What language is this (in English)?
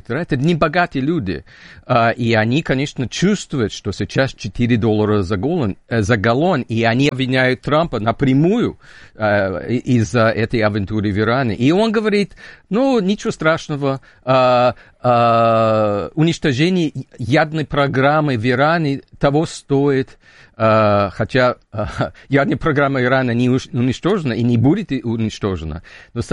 Russian